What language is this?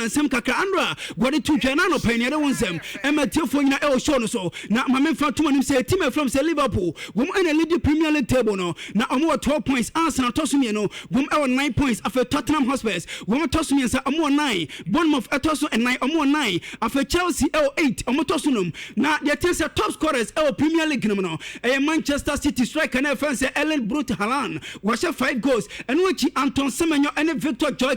Akan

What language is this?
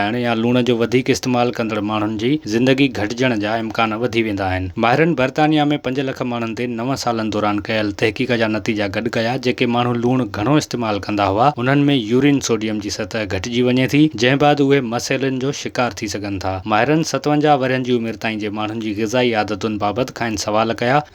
Sindhi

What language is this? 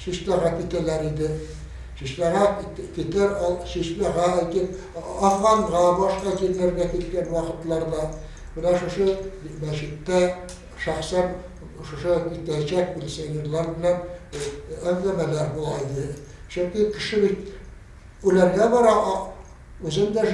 Tatar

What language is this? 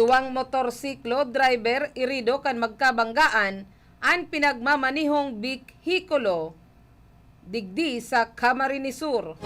Bikol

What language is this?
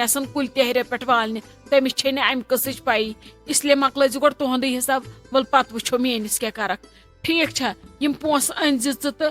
Kashmiri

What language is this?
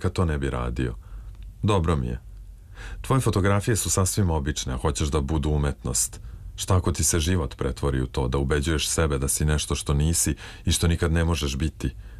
Serbian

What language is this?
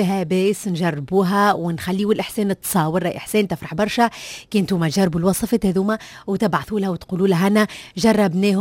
Tunisian Arabic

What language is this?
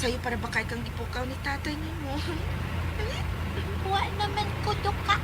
Cebuano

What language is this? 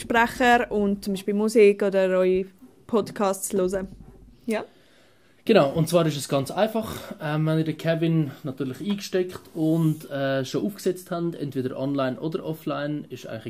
Swiss German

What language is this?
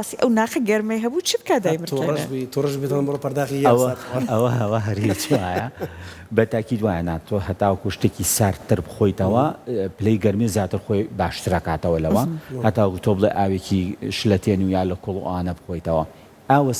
Central Kurdish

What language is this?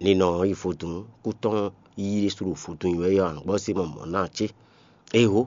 Fon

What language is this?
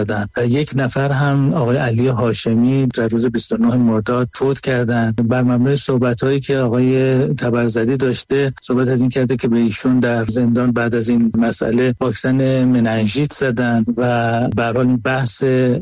Persian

